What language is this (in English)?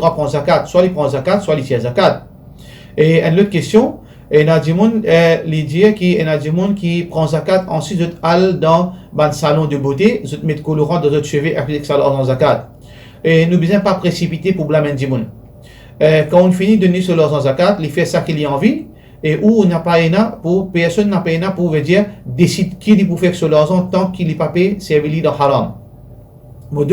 Morisyen